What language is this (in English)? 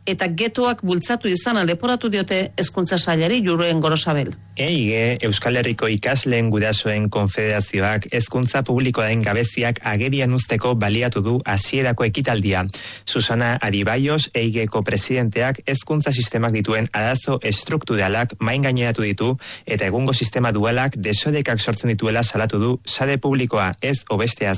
Basque